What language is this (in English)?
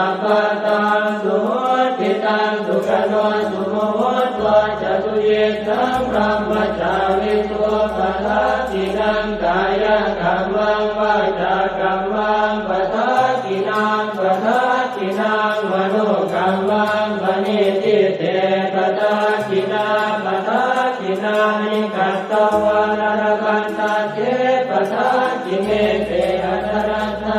Pali